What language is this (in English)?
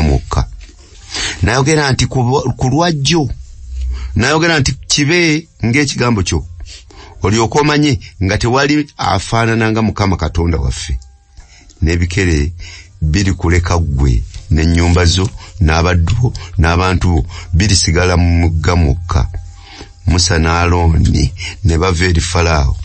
Ganda